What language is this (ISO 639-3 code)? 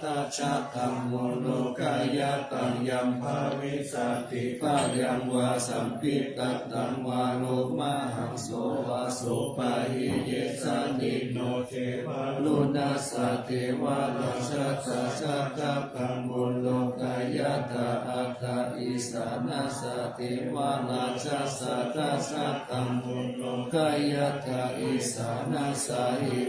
pli